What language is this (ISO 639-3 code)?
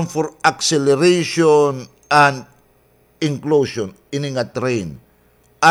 war